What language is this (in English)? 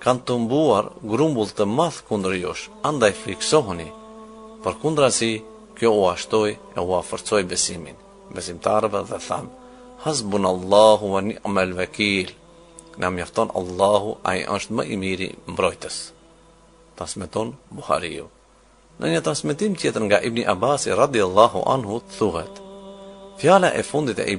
Albanian